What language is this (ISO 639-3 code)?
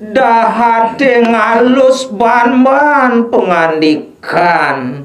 ban